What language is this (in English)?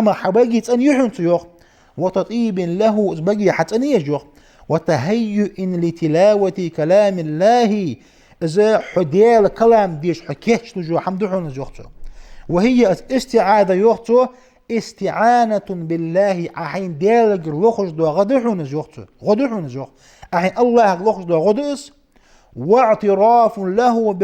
Ingush